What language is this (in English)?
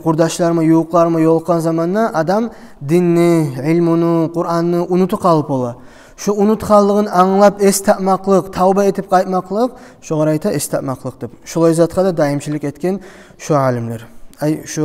Kumyk